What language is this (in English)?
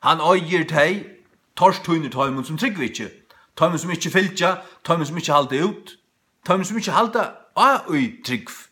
Faroese